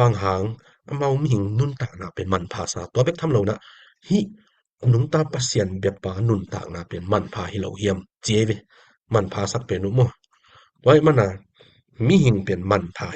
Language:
Tedim Chin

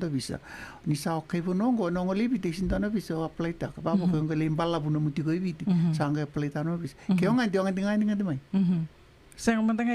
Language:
Fijian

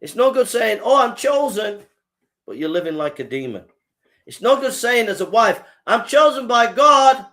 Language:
English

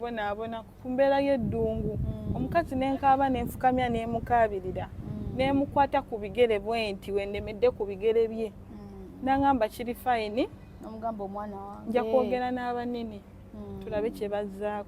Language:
Ganda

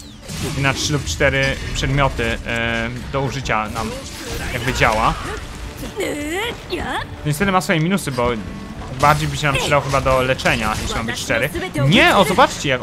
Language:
Polish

